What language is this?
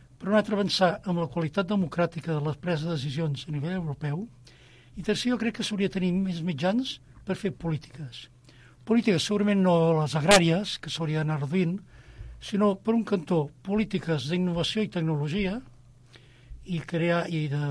Catalan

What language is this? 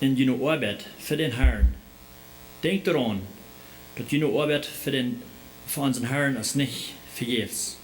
Plautdietsch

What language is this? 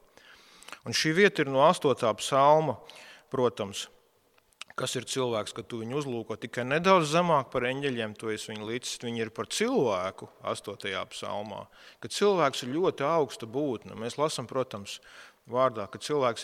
Latvian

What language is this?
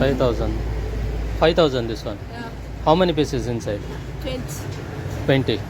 Tulu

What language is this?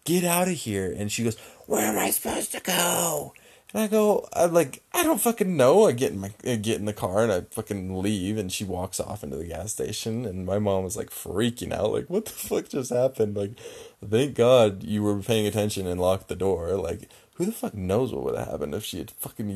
English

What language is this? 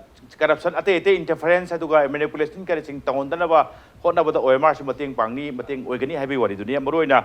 Manipuri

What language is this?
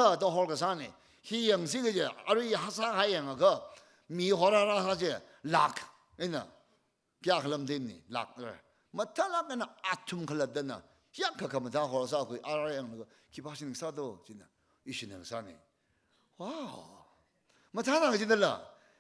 Tangkhul Naga (India)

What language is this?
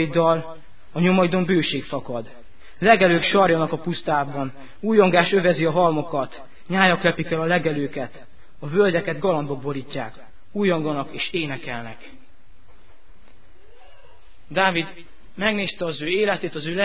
Hungarian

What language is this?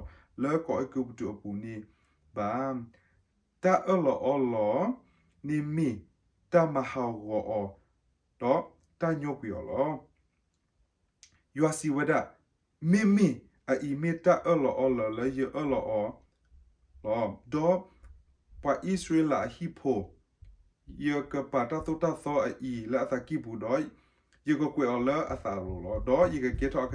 S'gaw Karen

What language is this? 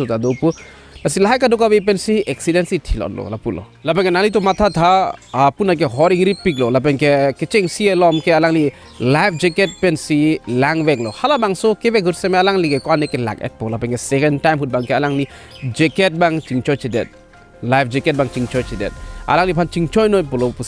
Karbi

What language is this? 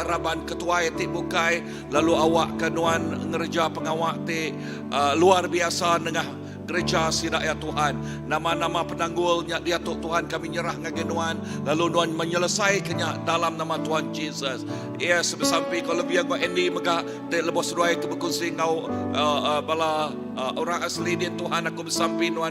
Iban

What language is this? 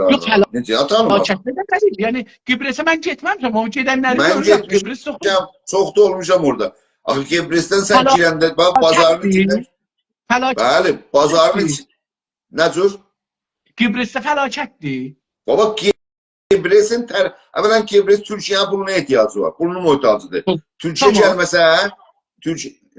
South Azerbaijani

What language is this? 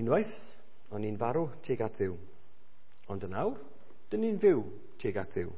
Welsh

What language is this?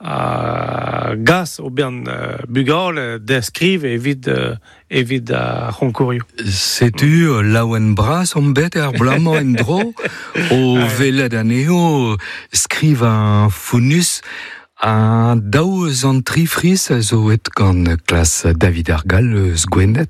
Breton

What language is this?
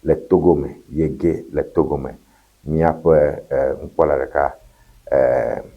Ewe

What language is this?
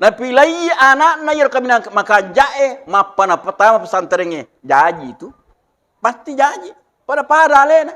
Buginese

